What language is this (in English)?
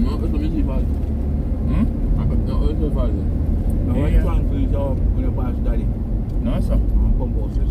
Jamaican Creole English